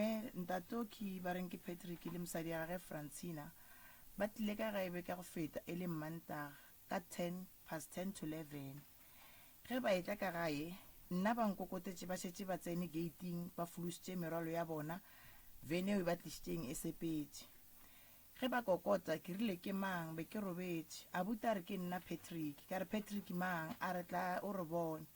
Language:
Northern Sotho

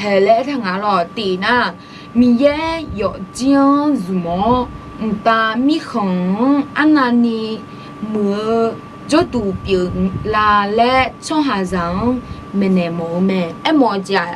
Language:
Akha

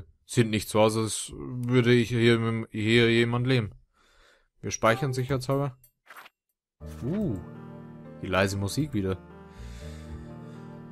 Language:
German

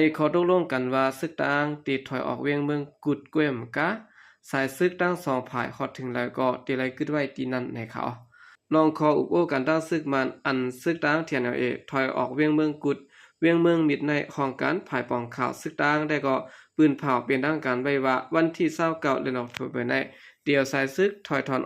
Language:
Shan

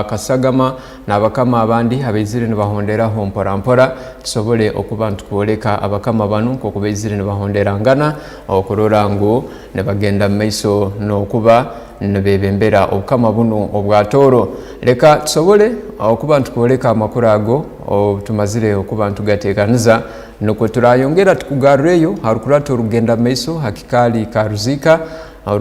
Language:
Tooro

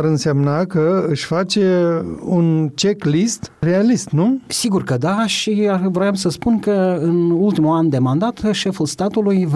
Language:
Romanian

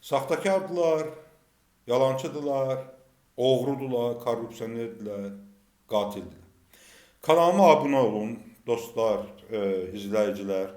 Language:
Azerbaijani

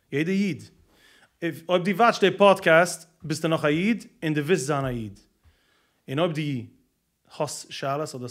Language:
Yiddish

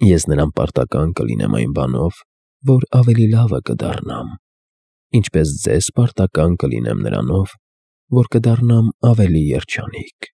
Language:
Armenian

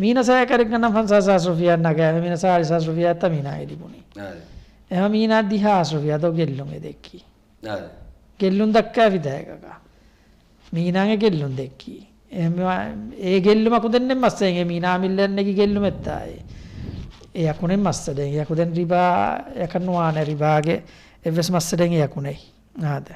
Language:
Divehi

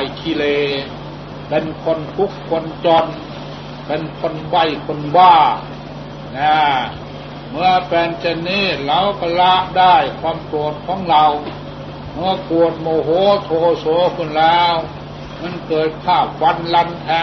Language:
Thai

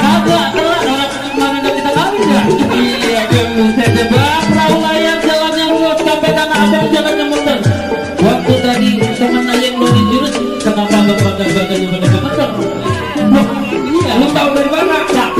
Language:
Betawi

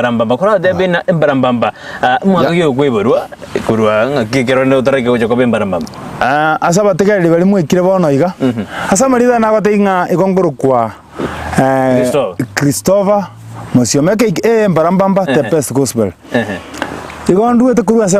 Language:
Gusii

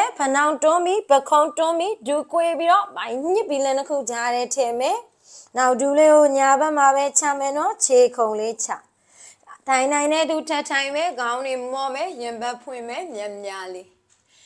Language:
Burmese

